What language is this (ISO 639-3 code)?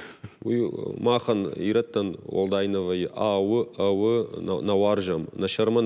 oss